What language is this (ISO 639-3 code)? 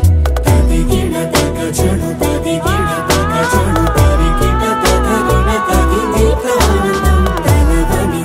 tel